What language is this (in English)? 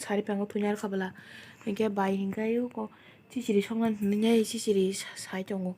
Kok Borok